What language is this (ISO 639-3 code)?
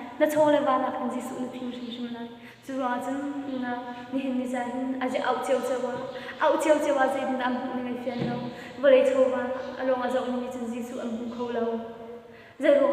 cnh